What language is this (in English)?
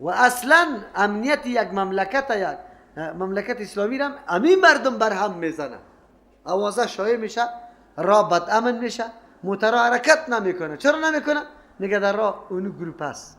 Persian